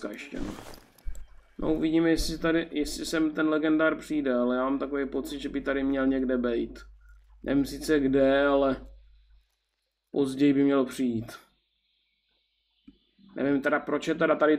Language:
Czech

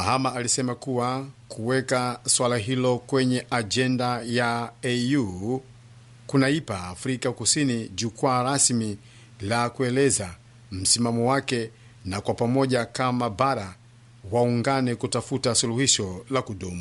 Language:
Swahili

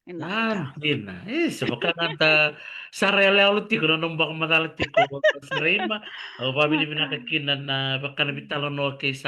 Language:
Fijian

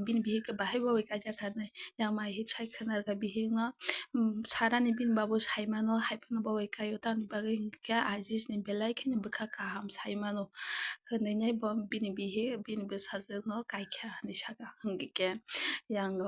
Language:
Kok Borok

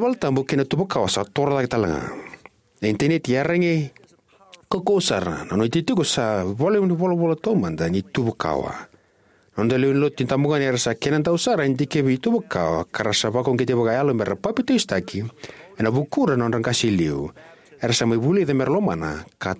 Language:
Fijian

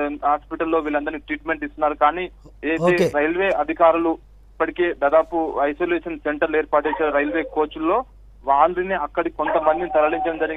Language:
Telugu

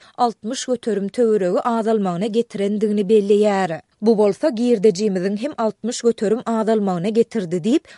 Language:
Turkmen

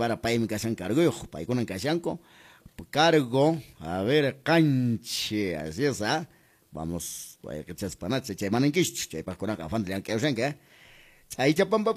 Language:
Quechua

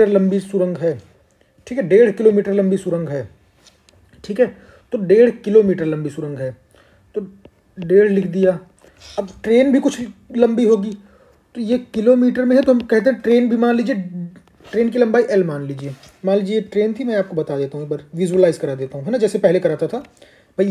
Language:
Hindi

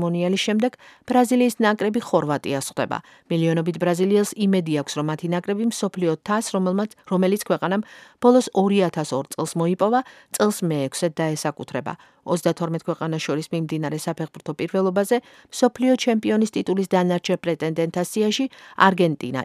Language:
Georgian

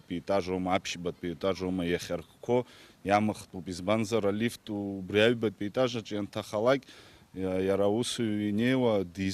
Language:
Abkhazian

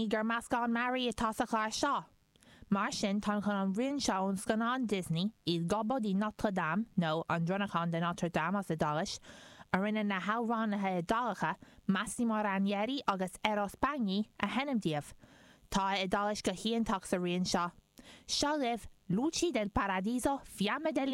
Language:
Irish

